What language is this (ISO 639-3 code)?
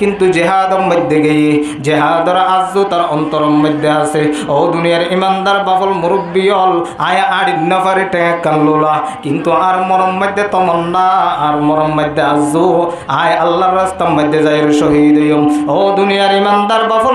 rhg